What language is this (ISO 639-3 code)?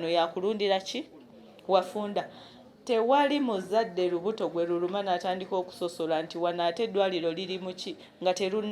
lug